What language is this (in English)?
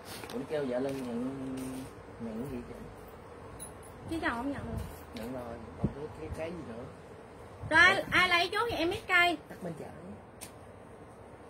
Vietnamese